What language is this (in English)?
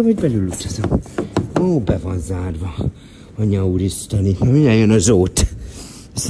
Hungarian